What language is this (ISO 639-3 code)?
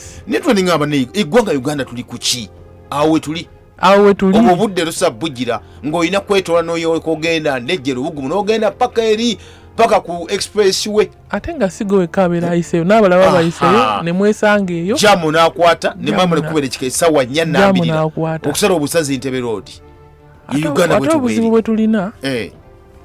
lug